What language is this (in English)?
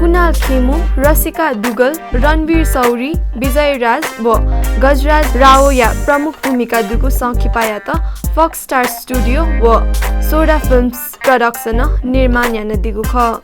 Newari